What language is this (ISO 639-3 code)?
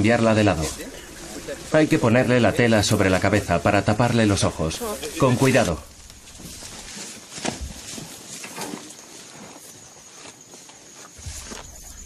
spa